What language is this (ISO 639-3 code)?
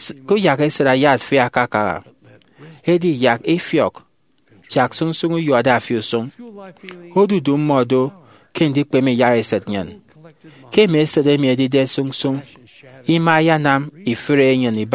efi